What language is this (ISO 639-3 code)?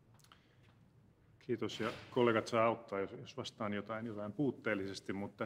fin